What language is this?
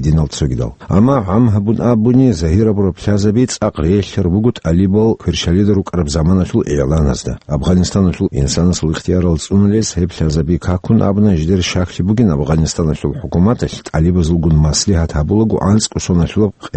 Avaric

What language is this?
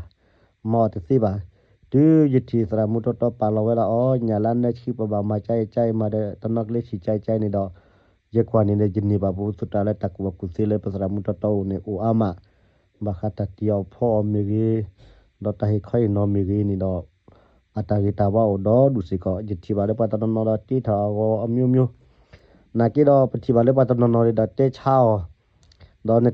S'gaw Karen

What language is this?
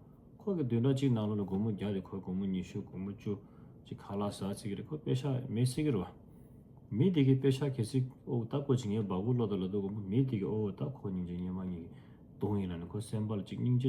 Tibetan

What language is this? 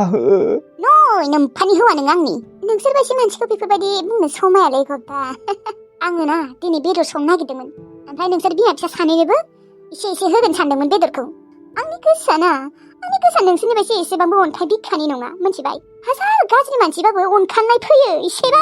Bodo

